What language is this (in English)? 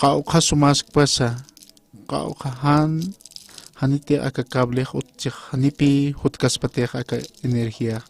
Aymara